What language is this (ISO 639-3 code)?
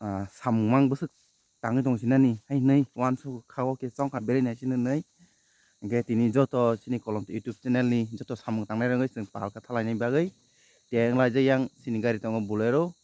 trp